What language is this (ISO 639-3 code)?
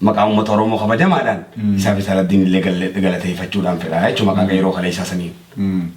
orm